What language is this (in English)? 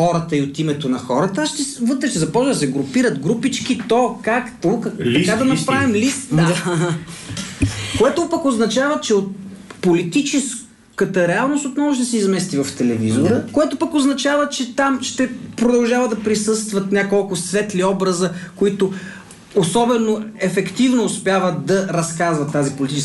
Bulgarian